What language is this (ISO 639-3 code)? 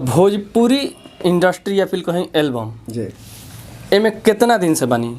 bho